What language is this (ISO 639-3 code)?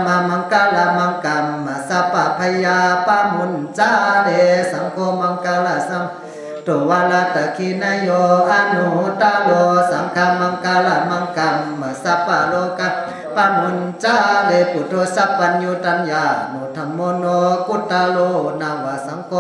shn